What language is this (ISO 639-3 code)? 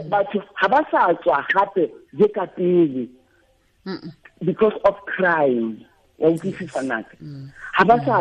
tsn